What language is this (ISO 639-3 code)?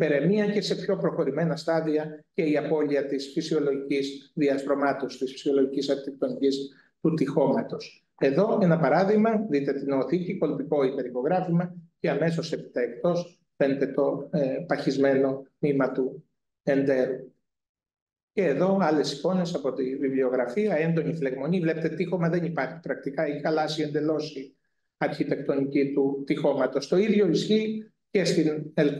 ell